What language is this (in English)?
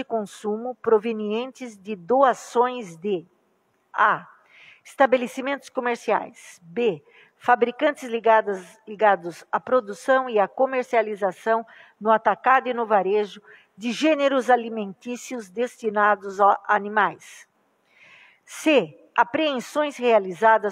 Portuguese